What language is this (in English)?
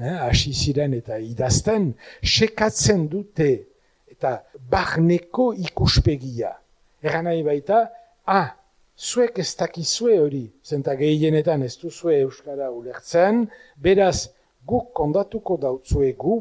Basque